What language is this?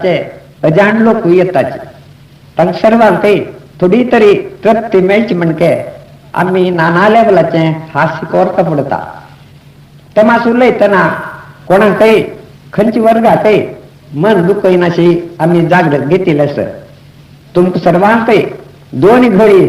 Konkani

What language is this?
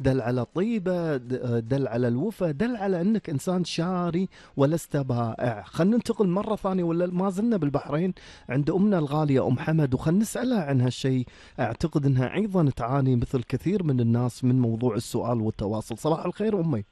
Gulf Arabic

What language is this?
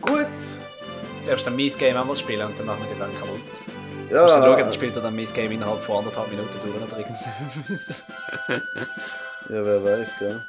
Swiss German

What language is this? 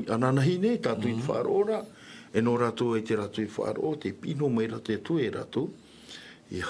Tahitian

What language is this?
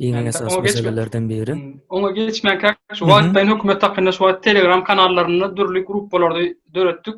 Turkmen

